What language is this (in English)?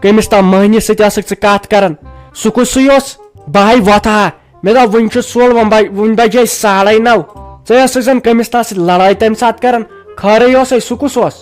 Kashmiri